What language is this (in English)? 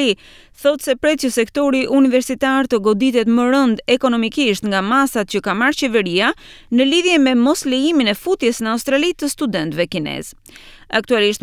Albanian